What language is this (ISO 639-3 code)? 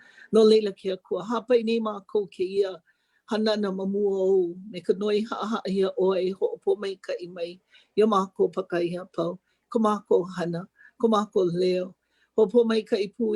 haw